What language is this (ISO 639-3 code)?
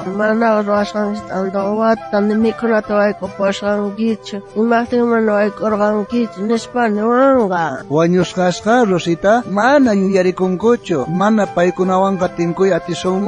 quh